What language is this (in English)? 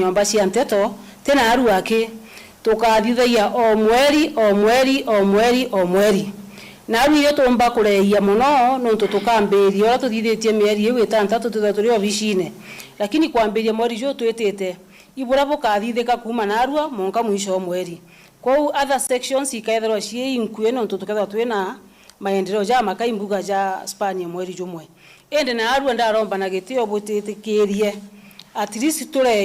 Meru